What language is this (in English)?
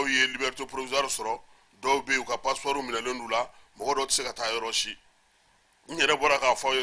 Bambara